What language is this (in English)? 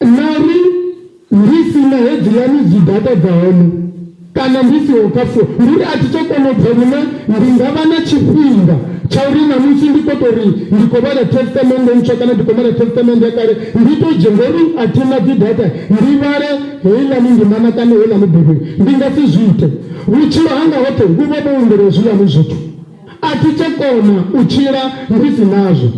Venda